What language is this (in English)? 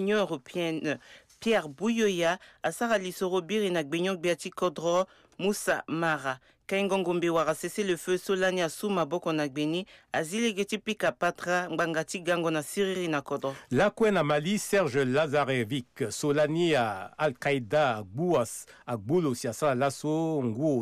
Sango